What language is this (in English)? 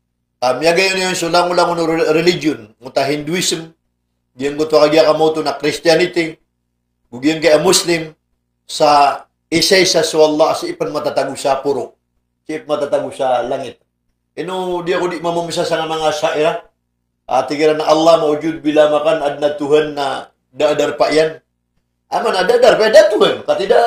Maranao